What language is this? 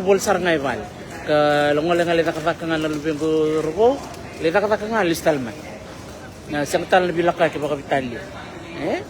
Fijian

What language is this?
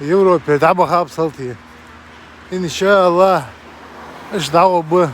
Ingush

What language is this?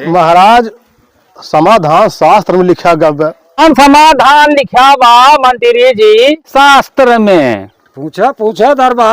Awadhi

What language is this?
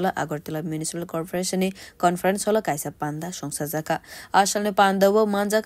Kok Borok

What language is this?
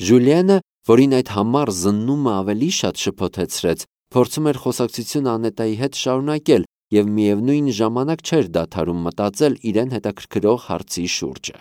Armenian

